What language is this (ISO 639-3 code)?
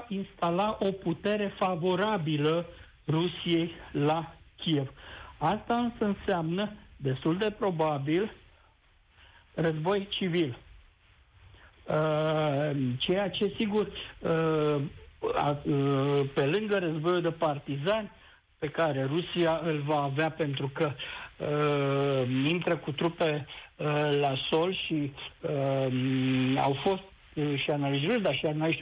ron